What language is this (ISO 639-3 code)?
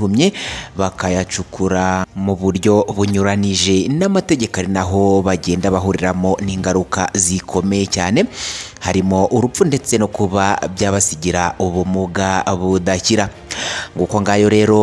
kin